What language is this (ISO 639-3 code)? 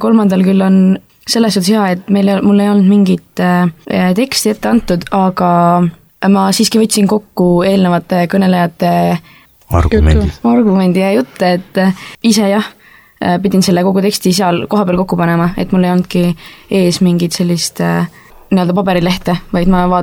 est